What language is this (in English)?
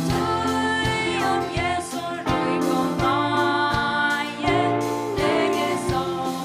Faroese